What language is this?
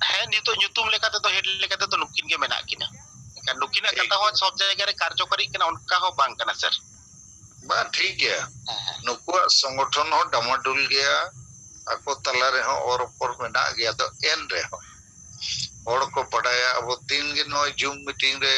Santali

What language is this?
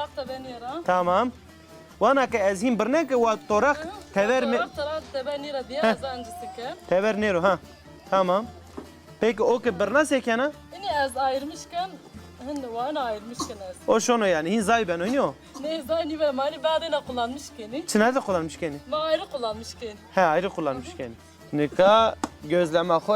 Zaza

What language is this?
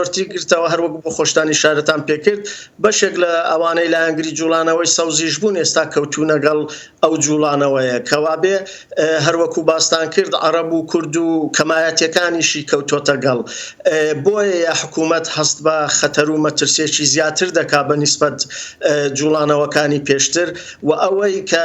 Central Kurdish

